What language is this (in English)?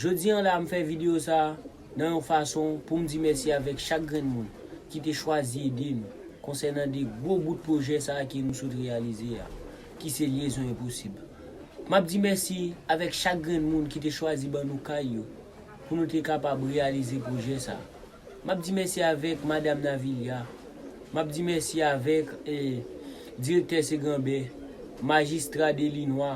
Haitian Creole